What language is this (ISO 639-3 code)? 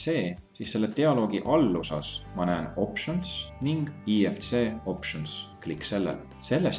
est